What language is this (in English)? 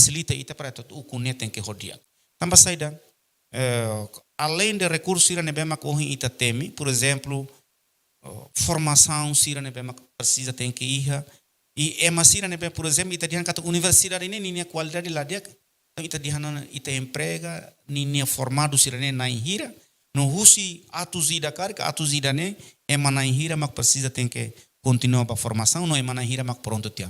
Tetum